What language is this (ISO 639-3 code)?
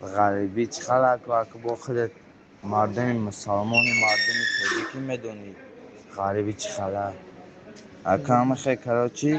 tgk